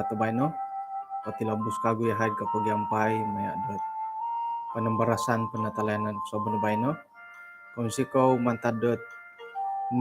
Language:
Central Dusun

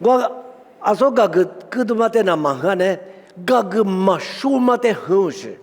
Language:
Lisu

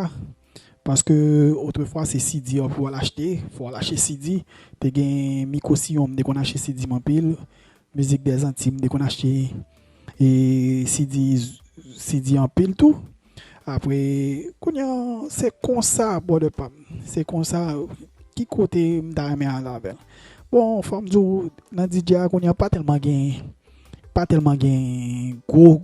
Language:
Haitian Creole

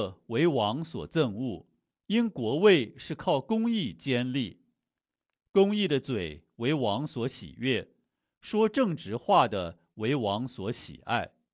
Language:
Chinese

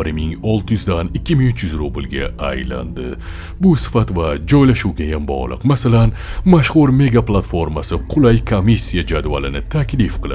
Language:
Uzbek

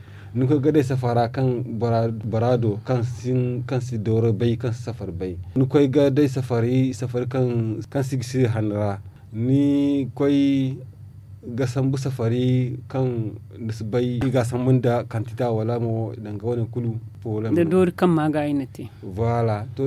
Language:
Zarma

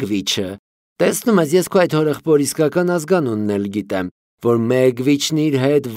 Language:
Armenian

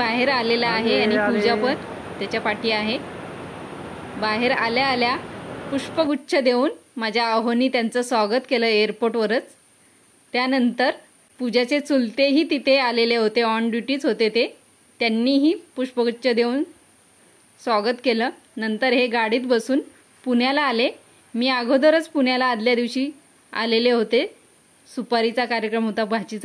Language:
Marathi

